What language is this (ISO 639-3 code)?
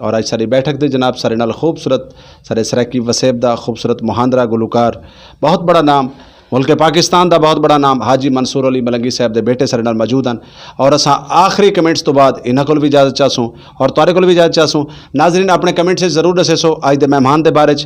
skr